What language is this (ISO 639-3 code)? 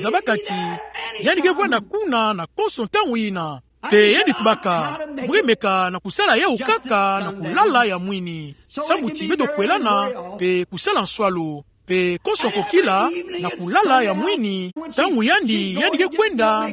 ktu